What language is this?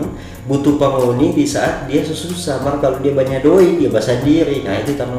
Manado Malay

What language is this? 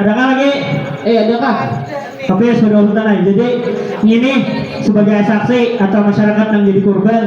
Banjar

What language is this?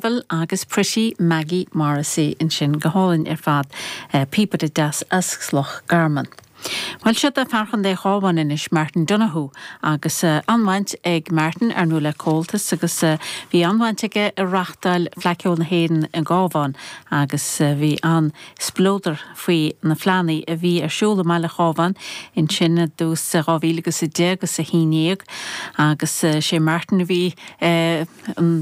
Irish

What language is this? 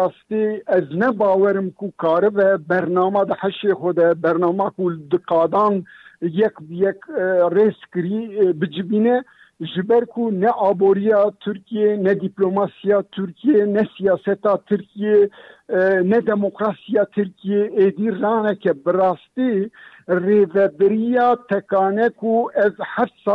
Kurdish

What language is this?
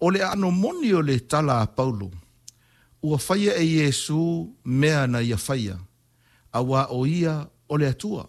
Samoan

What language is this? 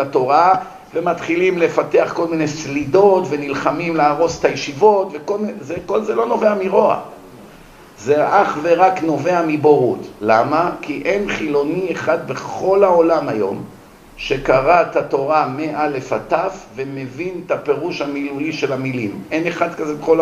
Hebrew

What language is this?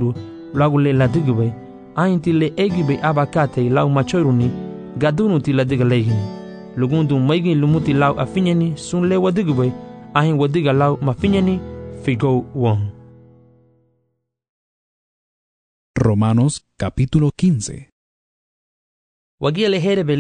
Garifuna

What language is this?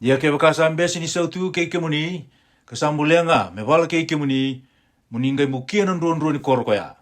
Fijian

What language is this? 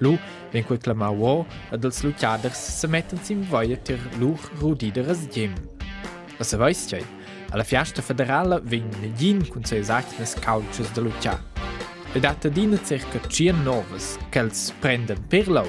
Romansh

